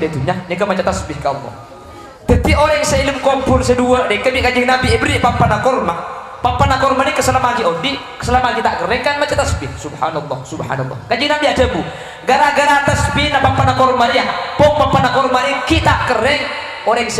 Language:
Madurese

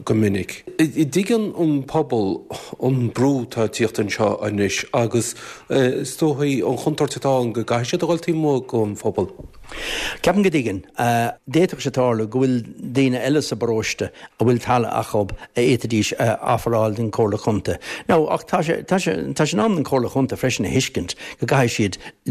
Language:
Irish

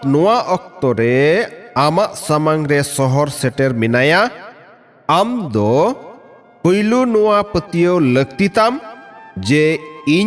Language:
Santali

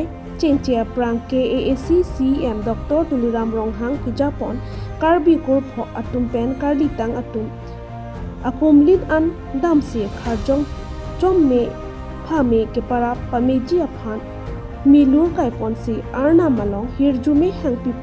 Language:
Karbi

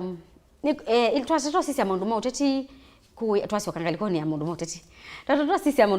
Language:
Kamba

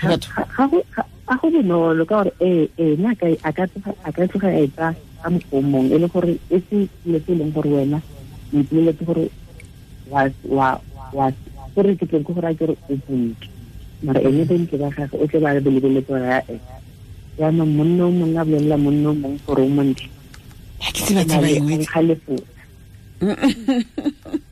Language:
Tswana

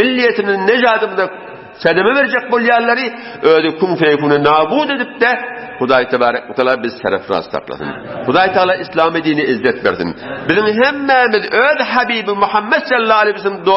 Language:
Turkmen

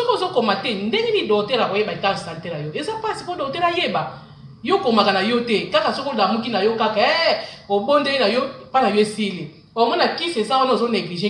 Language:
Lingala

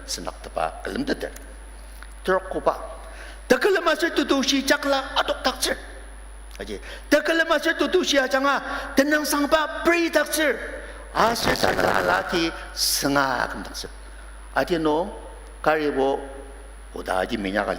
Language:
Ao Naga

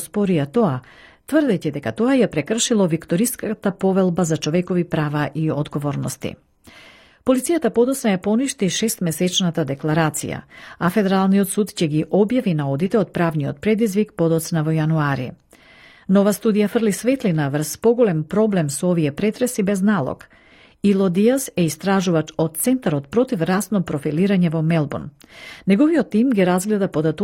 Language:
Macedonian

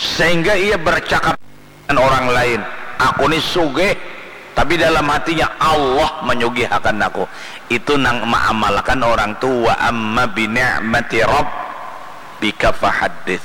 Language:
Banjar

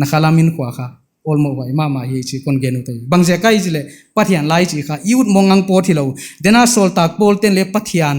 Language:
Paite Chin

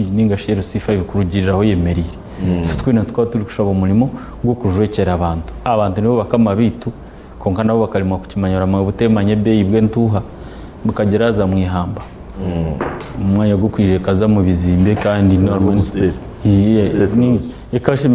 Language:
Nyankole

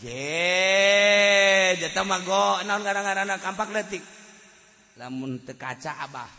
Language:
Sundanese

